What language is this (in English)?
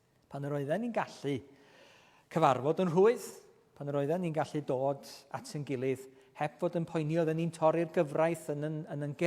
Welsh